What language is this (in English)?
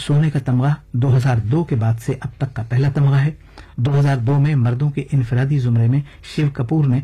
Urdu